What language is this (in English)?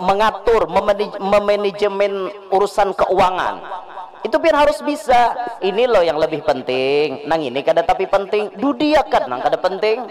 Banjar